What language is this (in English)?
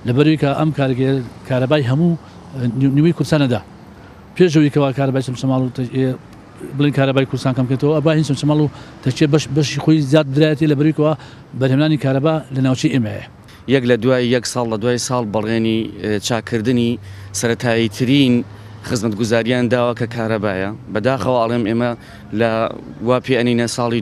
Central Kurdish